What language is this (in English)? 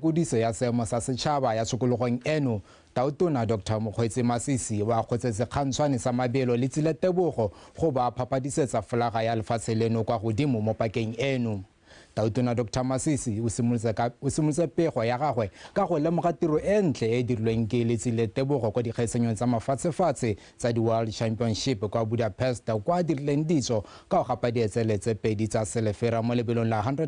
Tswana